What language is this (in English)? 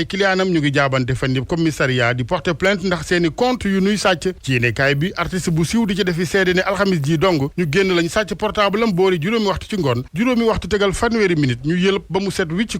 Wolof